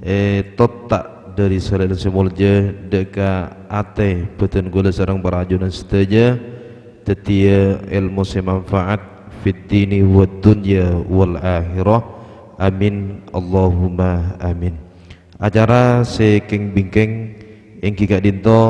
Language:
Madurese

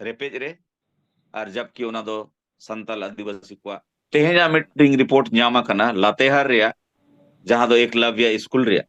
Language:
Santali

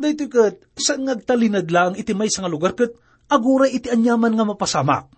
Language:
Iloko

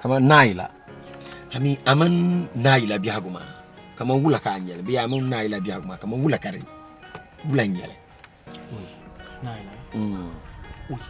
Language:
Dagbani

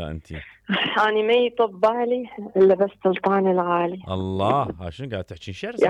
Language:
Mesopotamian Arabic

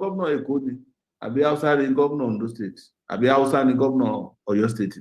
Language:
Yoruba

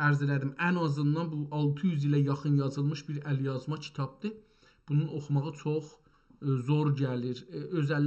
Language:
South Azerbaijani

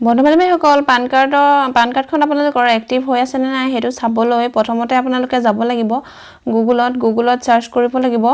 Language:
Assamese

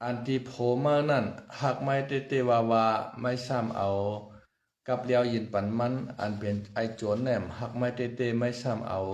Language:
Shan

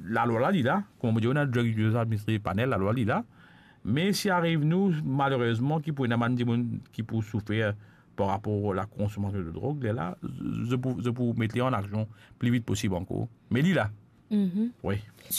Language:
Morisyen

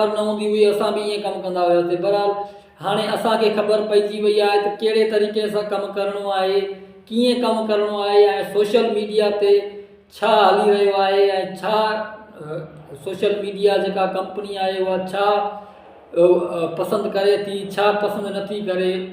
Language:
Sindhi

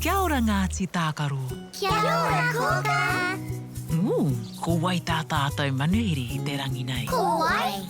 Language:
Māori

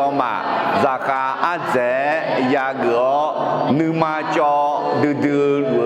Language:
Akha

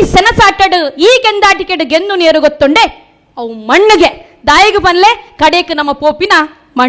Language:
Tulu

